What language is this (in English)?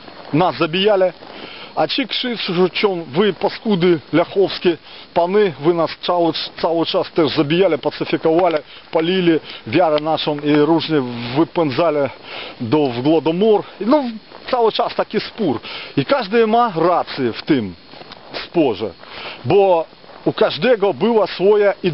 Polish